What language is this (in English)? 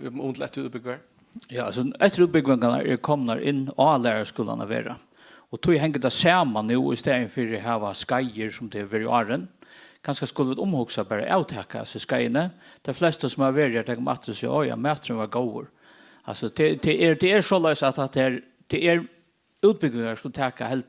Faroese